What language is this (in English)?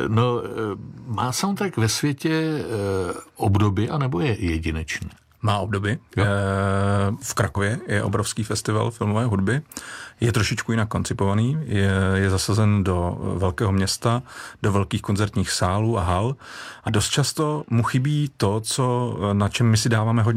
Czech